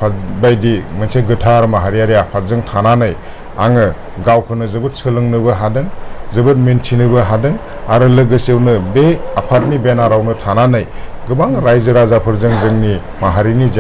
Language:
Bodo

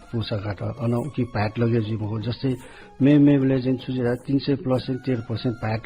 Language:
Newari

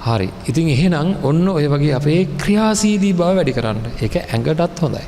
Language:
Sinhala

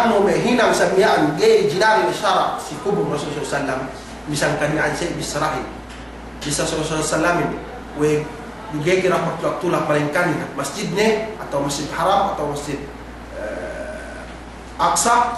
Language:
Yakan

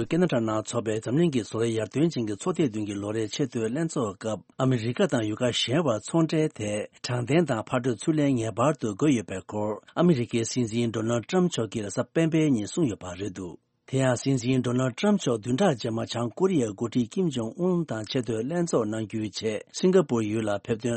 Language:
Tibetan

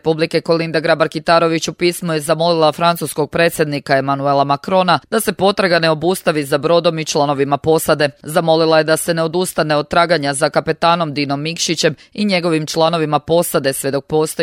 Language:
Croatian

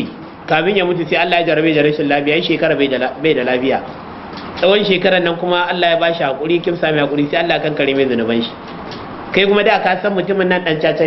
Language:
Hausa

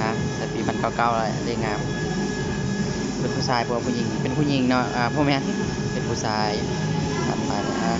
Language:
Lao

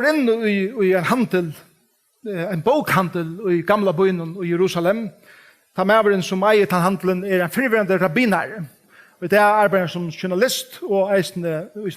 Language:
Faroese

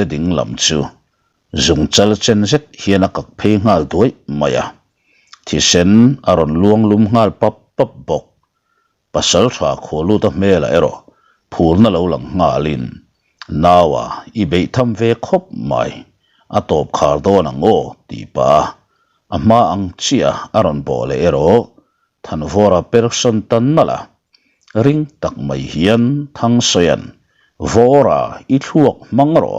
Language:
Mizo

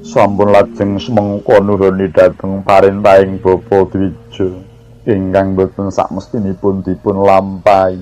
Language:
Javanese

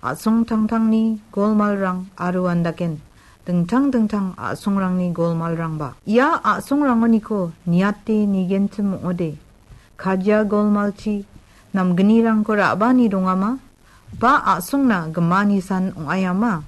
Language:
Garo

